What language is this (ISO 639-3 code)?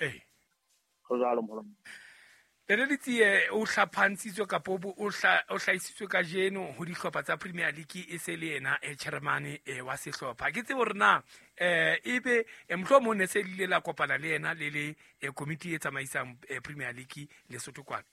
sot